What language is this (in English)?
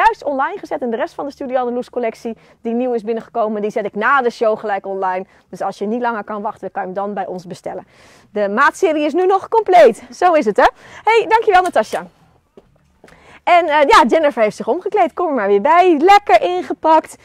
Dutch